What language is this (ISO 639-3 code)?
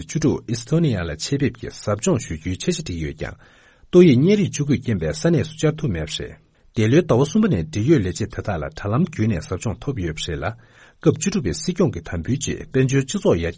bod